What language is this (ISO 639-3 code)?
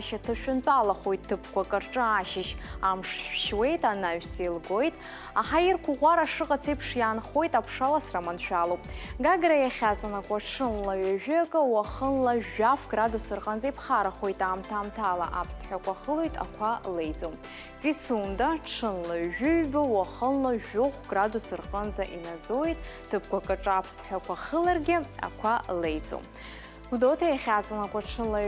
abk